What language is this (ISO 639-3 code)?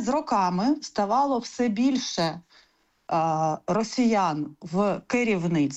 ukr